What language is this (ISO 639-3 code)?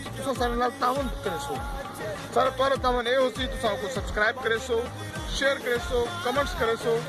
skr